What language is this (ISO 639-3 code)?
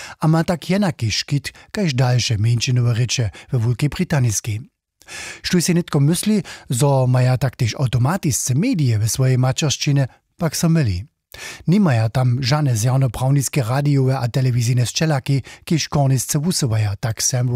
hsb